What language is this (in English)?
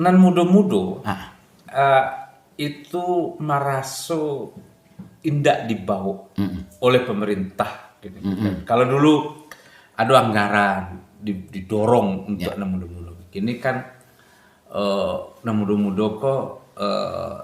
Minangkabau